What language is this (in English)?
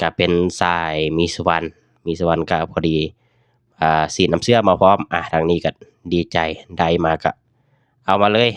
Lao